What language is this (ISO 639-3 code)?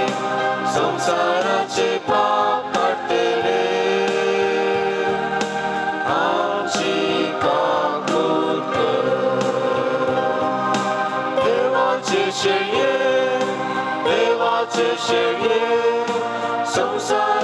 mar